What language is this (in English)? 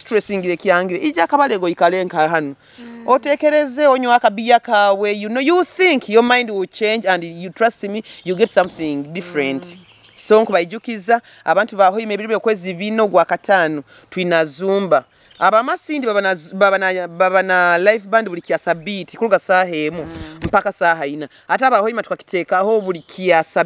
Nyoro